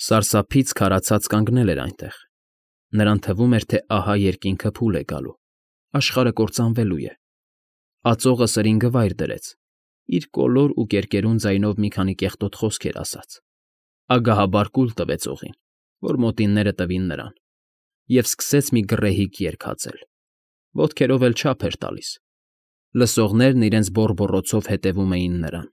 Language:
Armenian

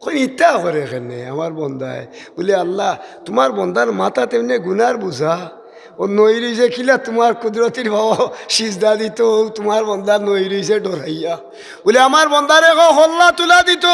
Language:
Sylheti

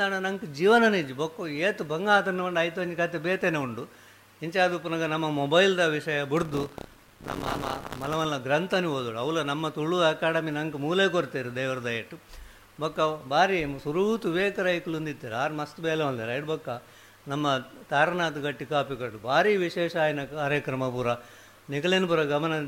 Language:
Tulu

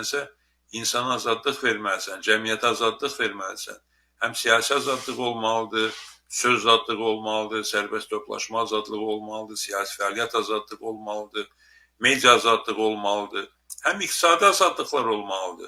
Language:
Azerbaijani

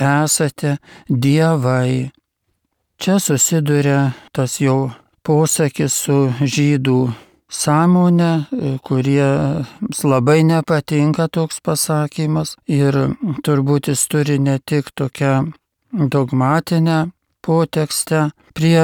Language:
Lithuanian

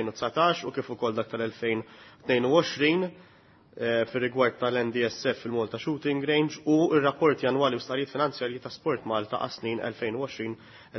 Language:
Maltese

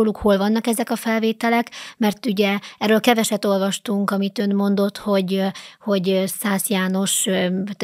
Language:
Hungarian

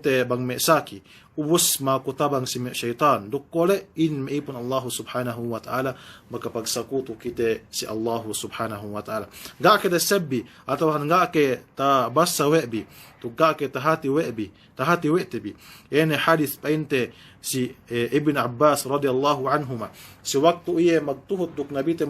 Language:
Yakan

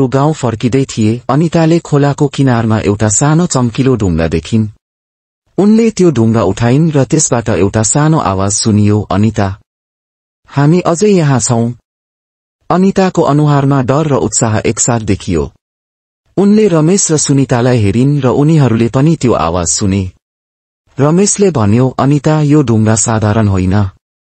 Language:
Nepali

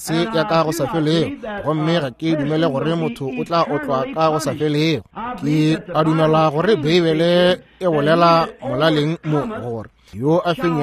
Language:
Northern Sotho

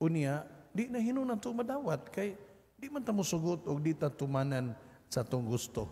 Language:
Cebuano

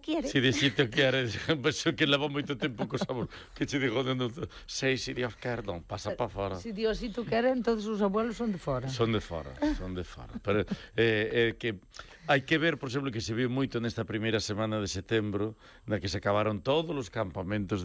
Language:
Galician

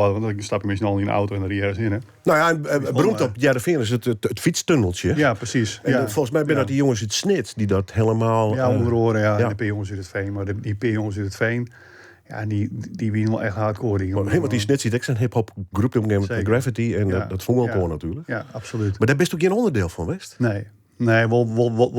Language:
Western Frisian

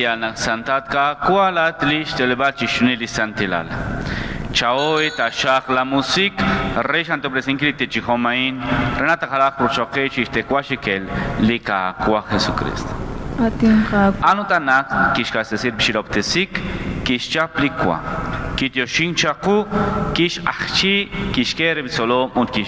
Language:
Kekchí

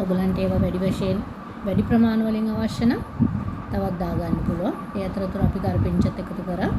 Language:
Sinhala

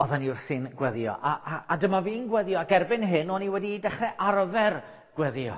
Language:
Welsh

